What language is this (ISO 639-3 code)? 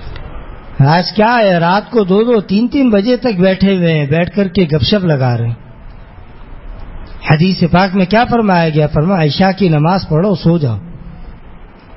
urd